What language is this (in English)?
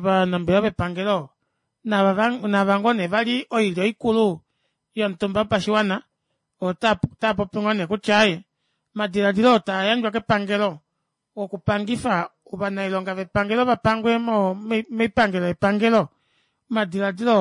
Kuanyama